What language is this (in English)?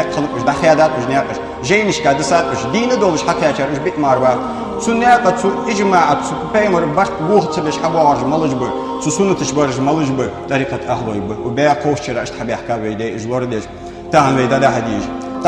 Ingush